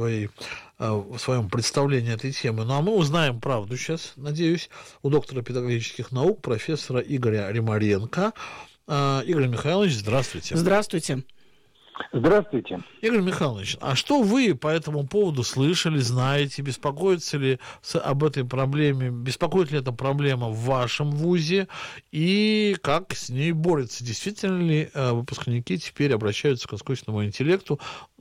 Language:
Russian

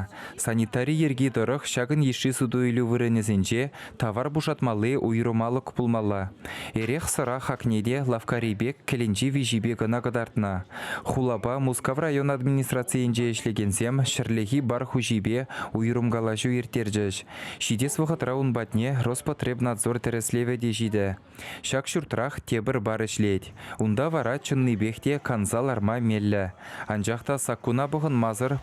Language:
Chuvash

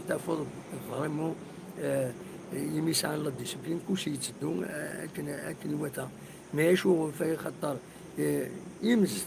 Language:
Kabyle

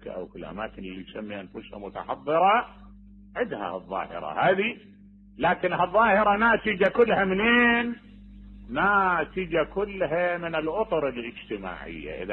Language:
Mesopotamian Arabic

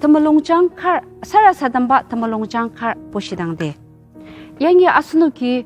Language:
Ao Naga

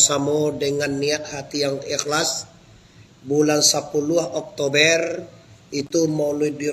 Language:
Minangkabau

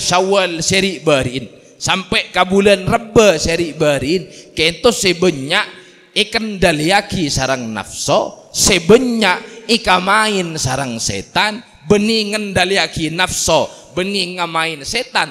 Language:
Madurese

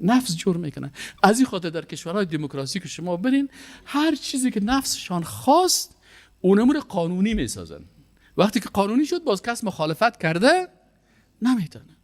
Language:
Persian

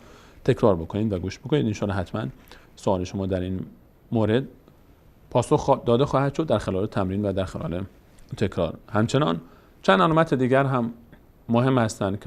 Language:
Persian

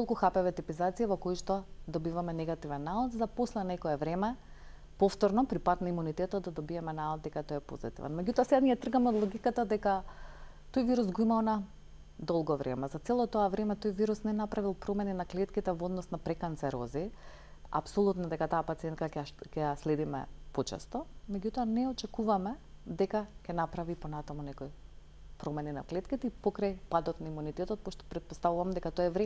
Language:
Macedonian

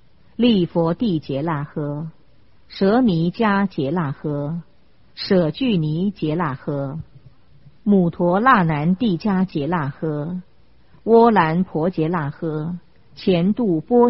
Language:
Chinese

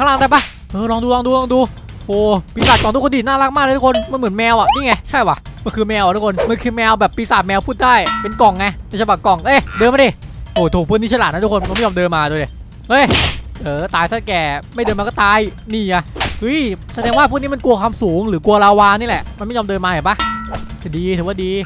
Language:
Thai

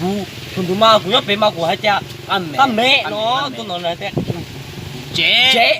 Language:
Hmong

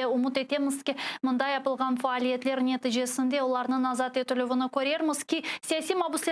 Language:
Crimean Tatar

